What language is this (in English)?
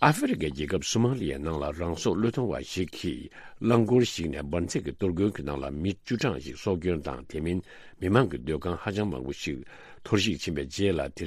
Tibetan